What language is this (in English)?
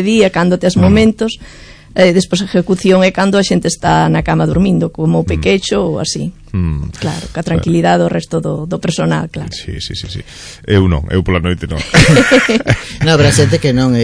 Galician